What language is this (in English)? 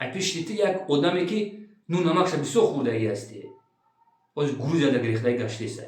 Tajik